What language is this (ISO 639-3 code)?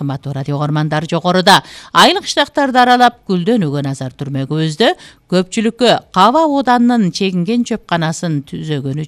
kir